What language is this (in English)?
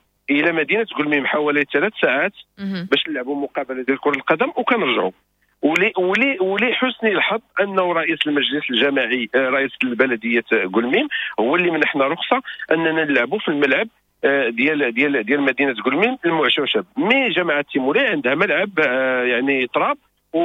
Moroccan Arabic